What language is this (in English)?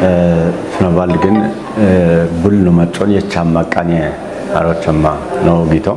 Kafa